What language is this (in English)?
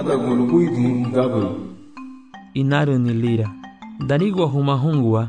Garifuna